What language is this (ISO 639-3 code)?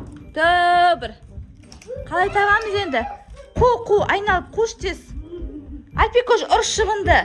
kaz